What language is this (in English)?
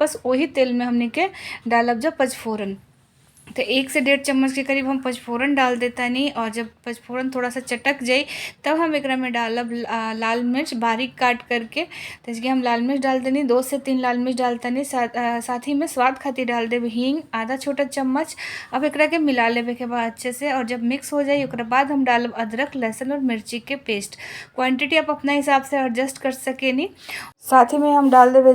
Bhojpuri